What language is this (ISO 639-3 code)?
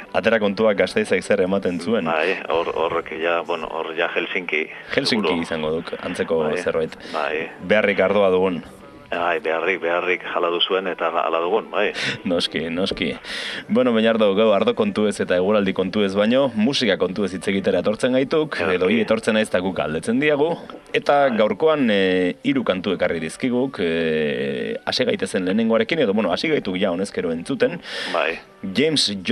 eus